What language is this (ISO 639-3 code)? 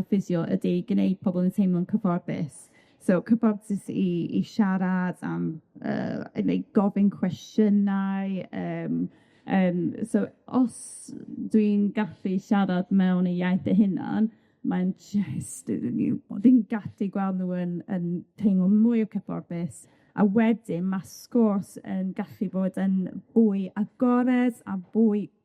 cym